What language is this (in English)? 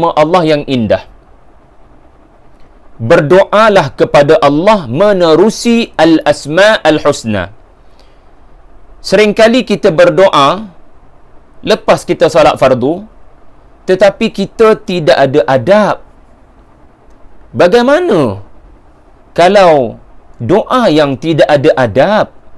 Malay